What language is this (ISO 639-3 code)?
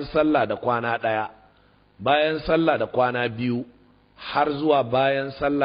hau